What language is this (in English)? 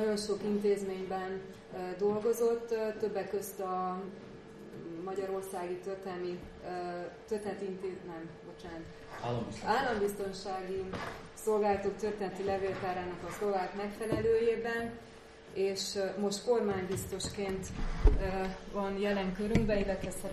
Hungarian